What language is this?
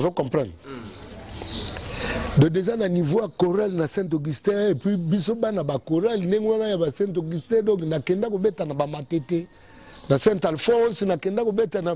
Lingala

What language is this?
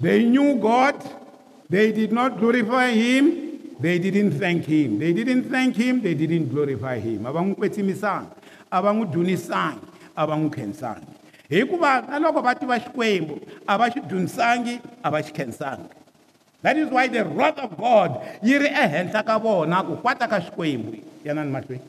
Tsonga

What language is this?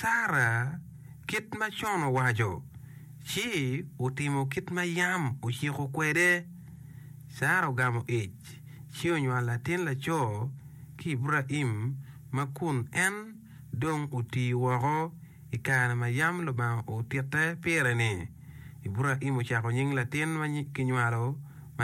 Acoli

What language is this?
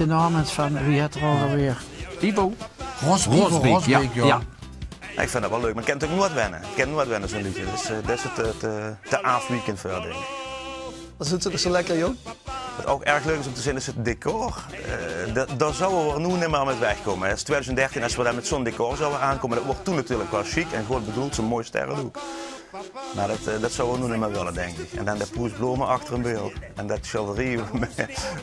Limburgish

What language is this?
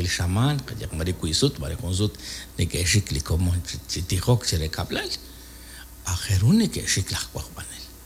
Kekchí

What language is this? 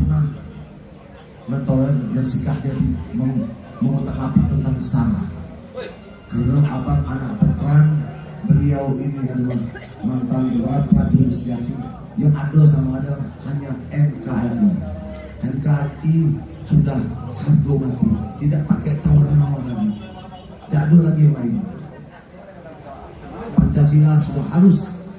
Indonesian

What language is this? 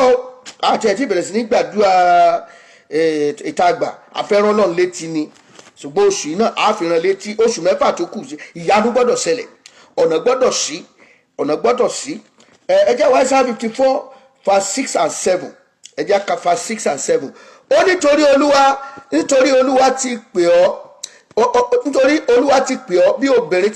Yoruba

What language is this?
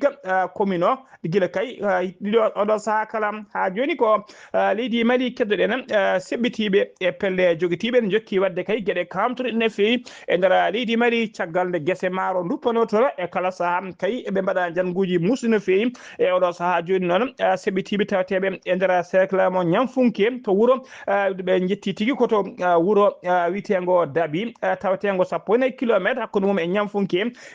Fula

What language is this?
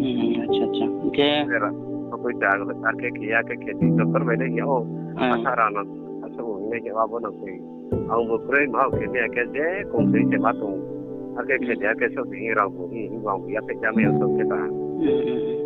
Riang (India)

